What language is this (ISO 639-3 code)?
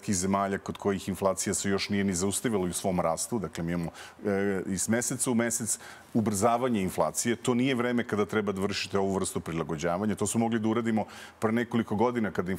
srp